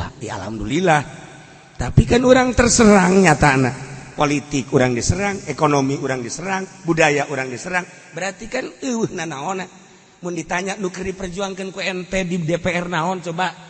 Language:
Sundanese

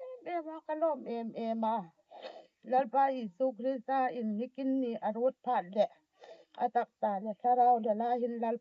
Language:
Hmar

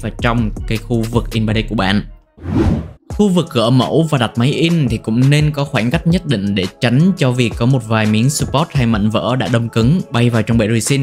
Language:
Vietnamese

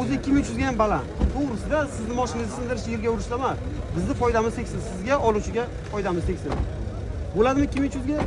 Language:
Uzbek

